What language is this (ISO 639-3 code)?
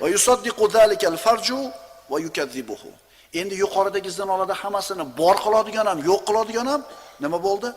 uzb